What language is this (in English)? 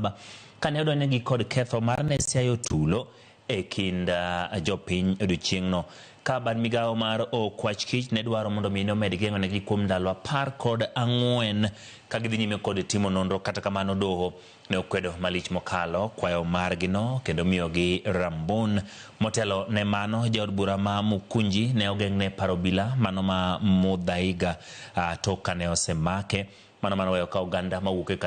Luo (Kenya and Tanzania)